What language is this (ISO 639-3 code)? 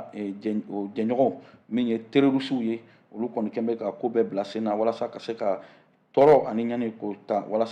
bam